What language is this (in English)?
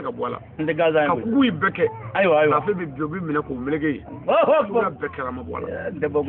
Bambara